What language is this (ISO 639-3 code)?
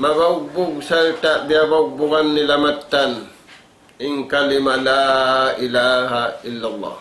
tsg